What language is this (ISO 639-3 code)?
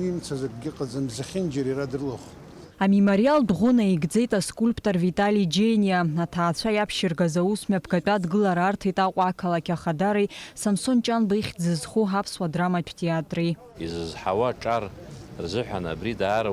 abk